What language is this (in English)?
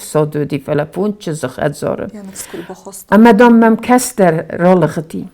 Ossetic